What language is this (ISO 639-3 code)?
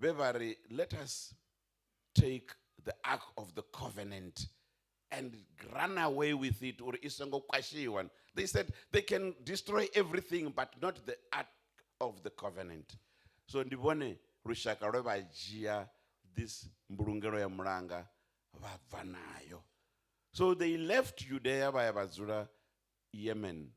ven